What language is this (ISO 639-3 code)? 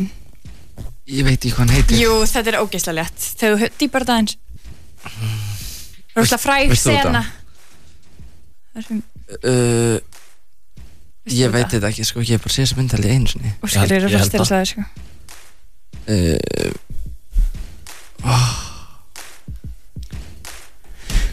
isl